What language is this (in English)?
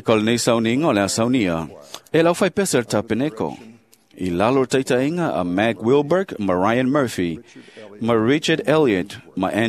Samoan